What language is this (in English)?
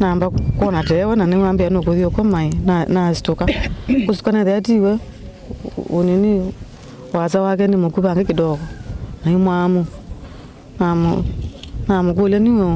Kamba